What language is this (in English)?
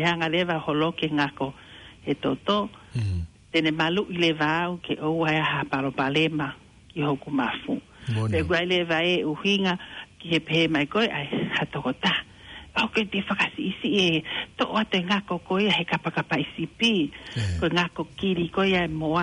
Tongan